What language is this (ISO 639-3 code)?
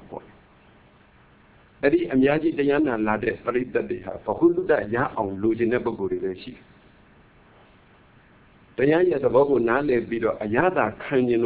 mya